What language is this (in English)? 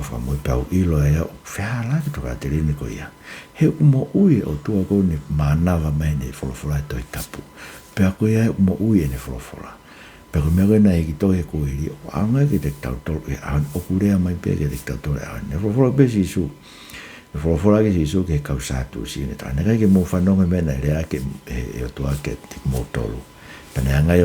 Tongan